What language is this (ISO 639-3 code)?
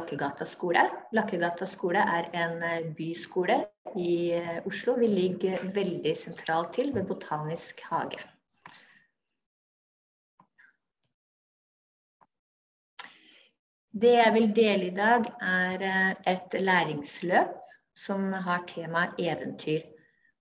nor